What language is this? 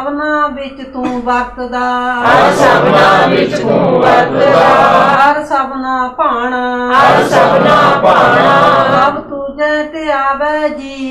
Punjabi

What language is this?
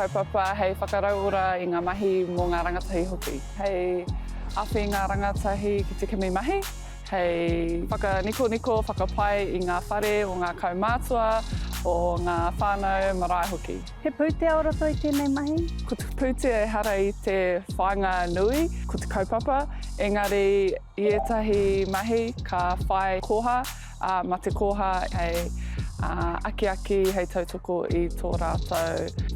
Māori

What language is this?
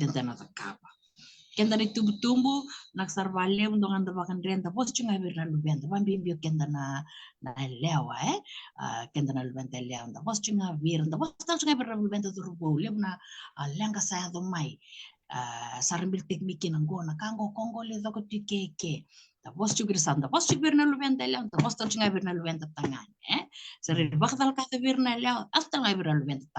Fijian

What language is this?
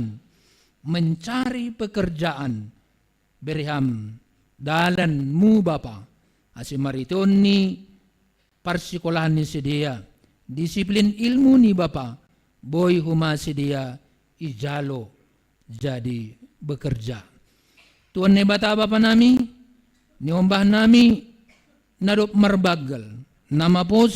Batak Simalungun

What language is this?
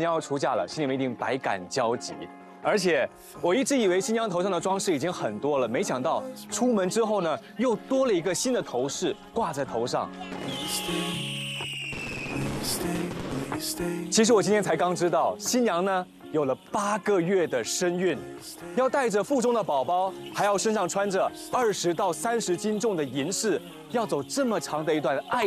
Chinese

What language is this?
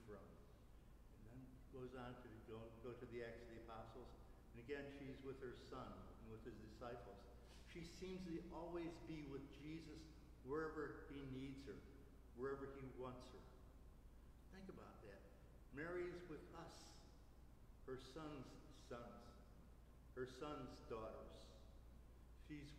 English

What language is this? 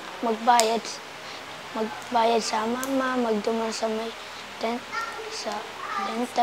Bikol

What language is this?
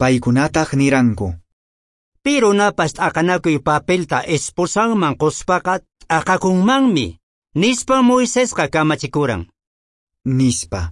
Quechua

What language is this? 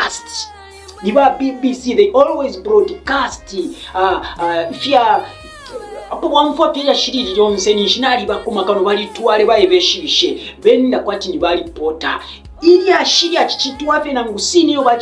Bemba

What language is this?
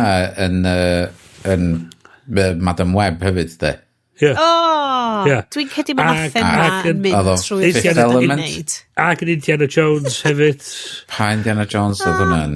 Welsh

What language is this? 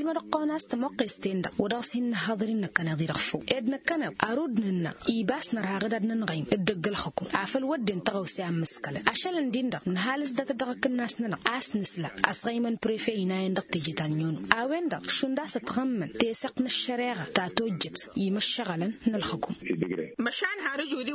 Tamasheq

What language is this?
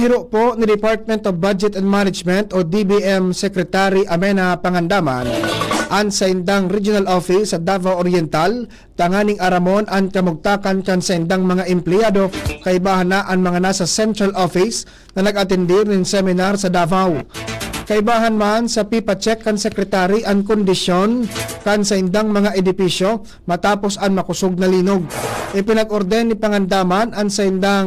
Bikol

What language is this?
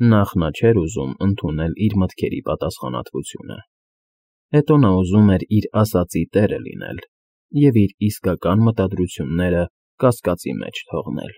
Armenian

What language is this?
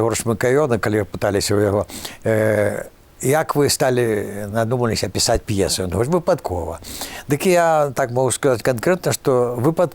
Belarusian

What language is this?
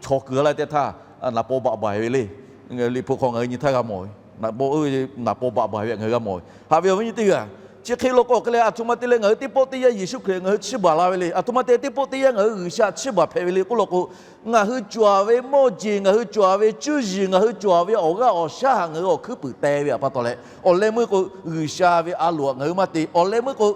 Lahu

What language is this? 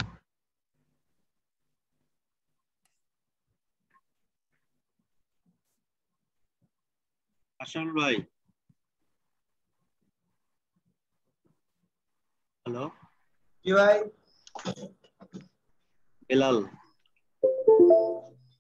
Bangla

